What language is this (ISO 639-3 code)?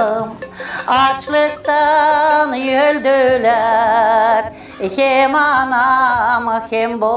gag